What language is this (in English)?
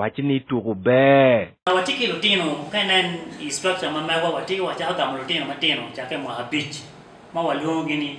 Acoli